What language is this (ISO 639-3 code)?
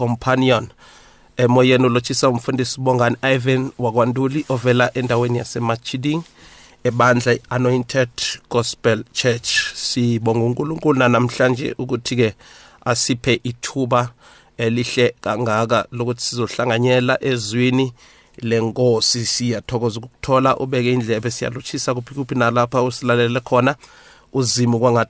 nbl